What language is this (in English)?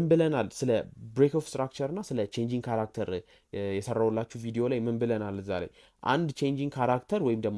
Amharic